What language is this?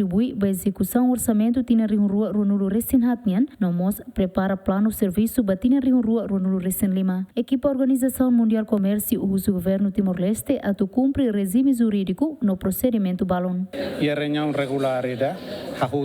Tetum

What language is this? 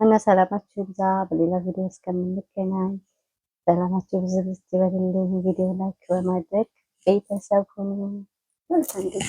Amharic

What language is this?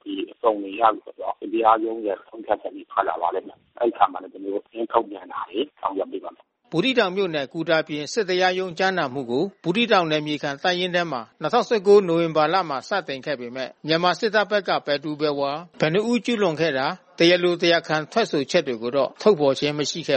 Burmese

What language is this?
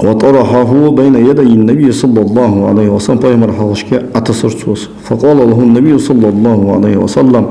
Ingush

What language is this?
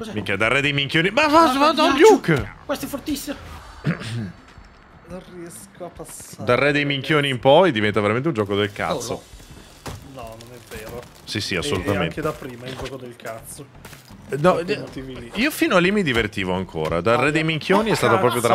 Italian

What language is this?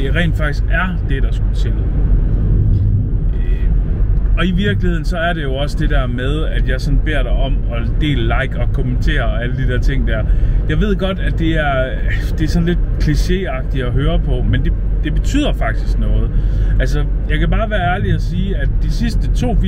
Danish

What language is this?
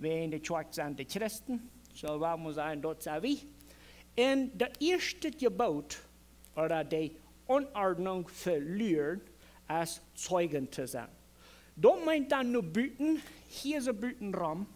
Plautdietsch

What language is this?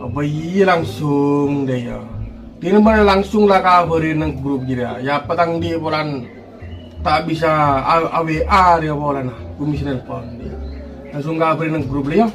Madurese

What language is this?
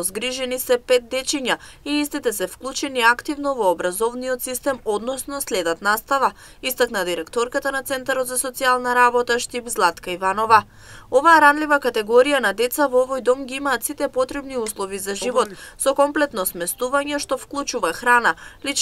Macedonian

